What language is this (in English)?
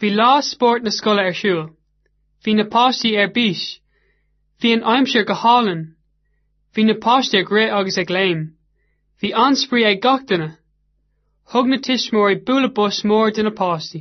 Irish